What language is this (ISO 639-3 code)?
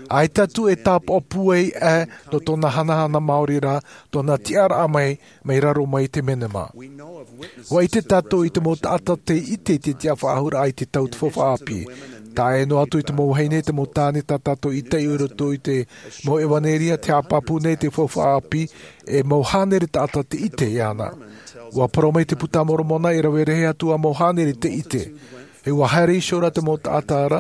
tah